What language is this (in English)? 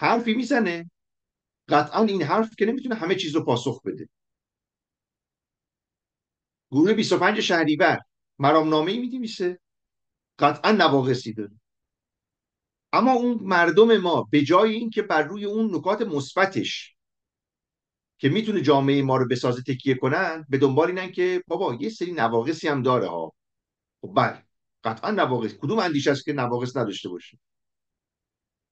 Persian